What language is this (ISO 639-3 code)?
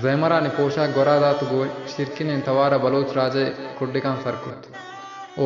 bal